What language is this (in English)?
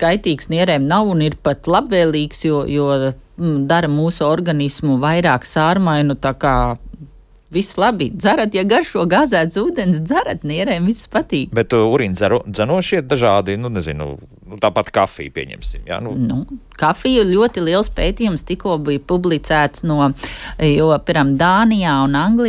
Latvian